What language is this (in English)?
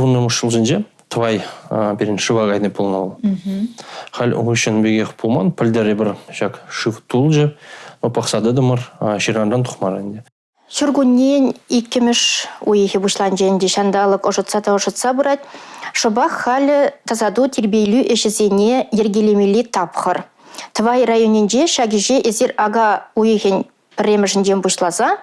Chuvash